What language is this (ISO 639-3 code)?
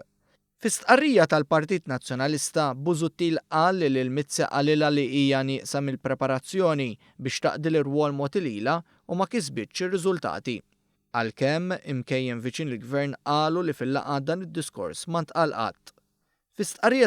mlt